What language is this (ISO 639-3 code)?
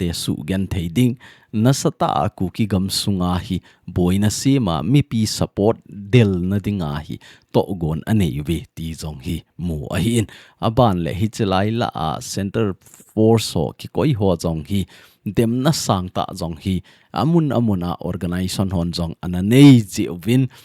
tcz